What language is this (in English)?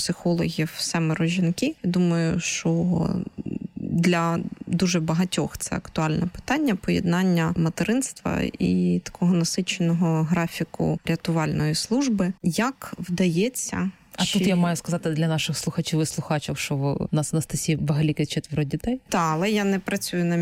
Ukrainian